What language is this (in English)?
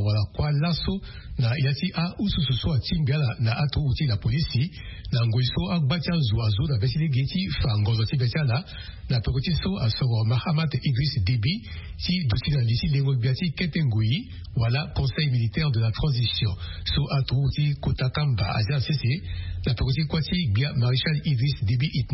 Sango